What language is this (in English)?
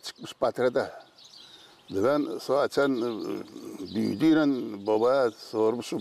Gagauz